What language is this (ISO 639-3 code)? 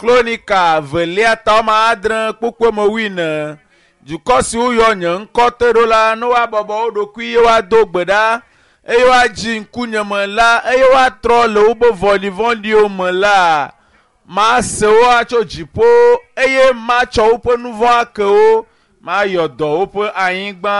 ewe